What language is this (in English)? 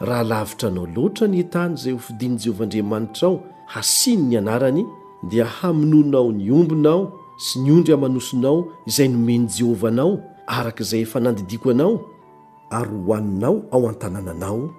Malagasy